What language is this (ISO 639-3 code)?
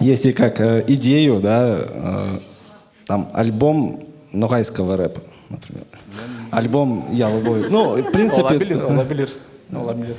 crh